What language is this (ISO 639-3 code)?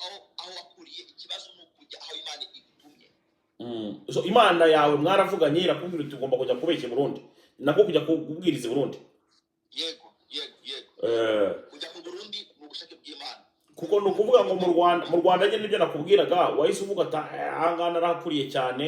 kin